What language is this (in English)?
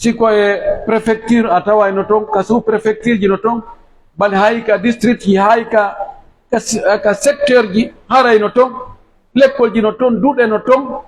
Pular